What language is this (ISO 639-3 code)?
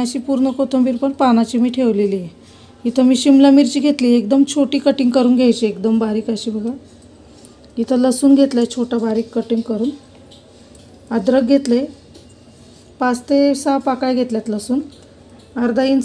mar